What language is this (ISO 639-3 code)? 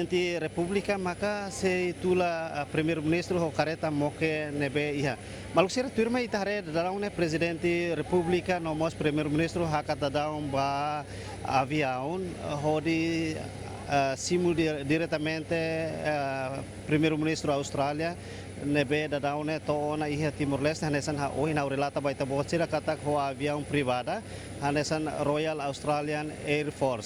tet